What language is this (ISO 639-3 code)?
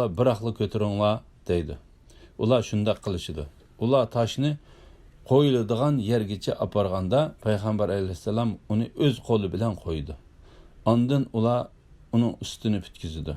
uig